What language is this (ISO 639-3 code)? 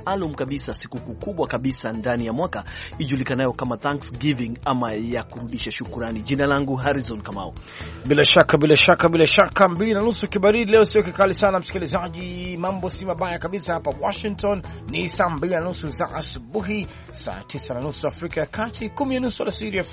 swa